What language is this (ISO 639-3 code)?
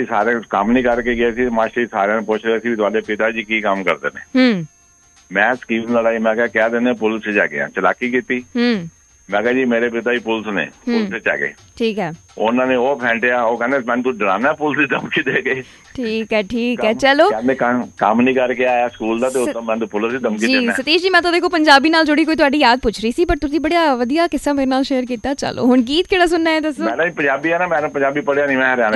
pan